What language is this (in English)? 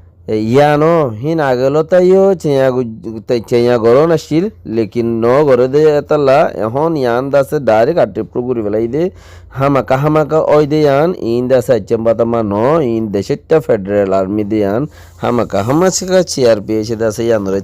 Rohingya